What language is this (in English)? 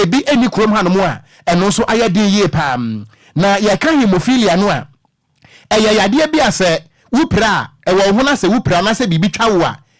Akan